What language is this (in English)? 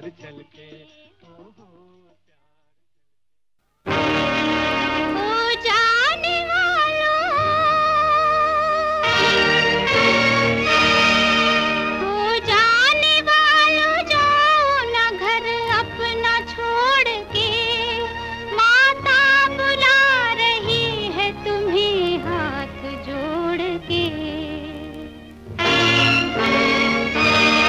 Hindi